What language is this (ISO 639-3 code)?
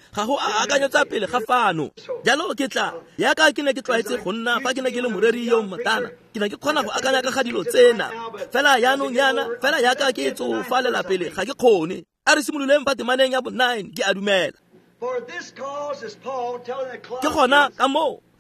tsn